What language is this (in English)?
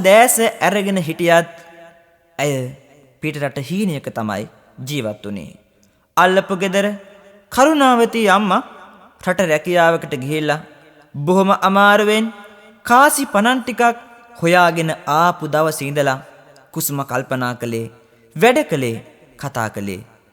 Sinhala